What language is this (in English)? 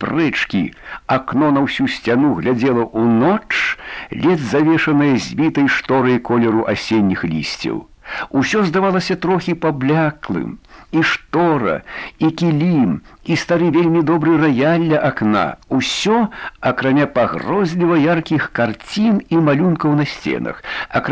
Belarusian